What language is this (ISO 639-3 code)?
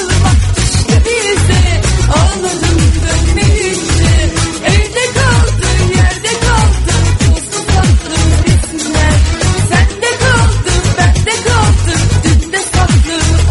tur